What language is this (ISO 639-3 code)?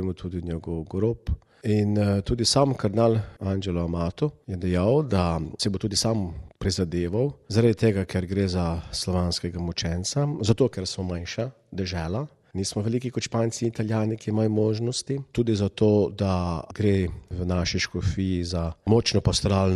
slv